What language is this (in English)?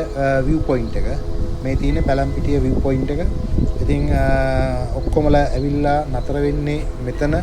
Sinhala